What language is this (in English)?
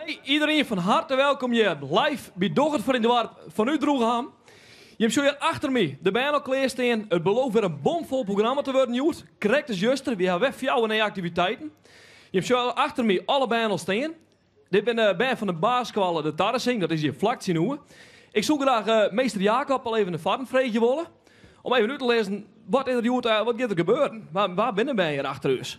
Western Frisian